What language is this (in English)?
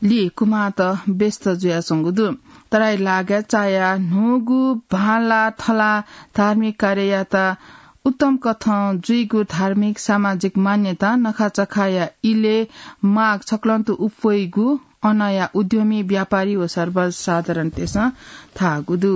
Newari